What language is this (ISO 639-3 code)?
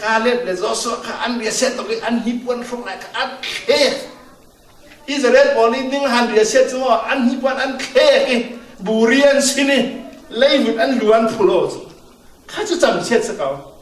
cfm